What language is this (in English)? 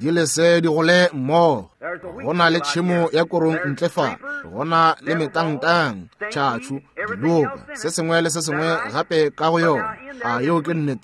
Northern Sotho